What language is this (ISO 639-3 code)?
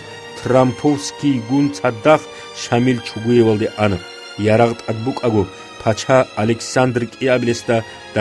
ava